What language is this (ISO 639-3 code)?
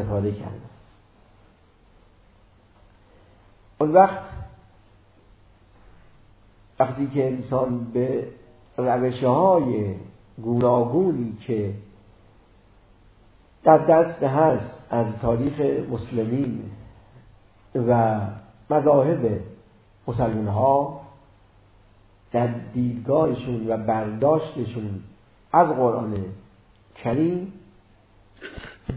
fas